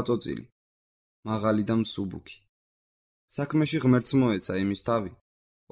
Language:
Georgian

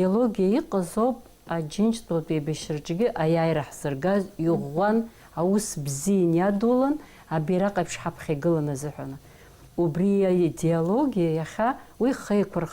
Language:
Abkhazian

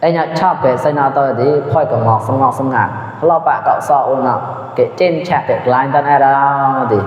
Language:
Mon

